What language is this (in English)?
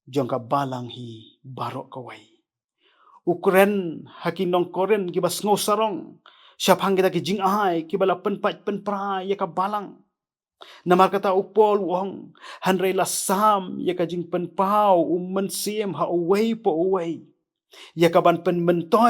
Khasi